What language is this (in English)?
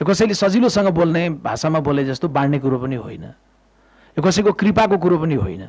Nepali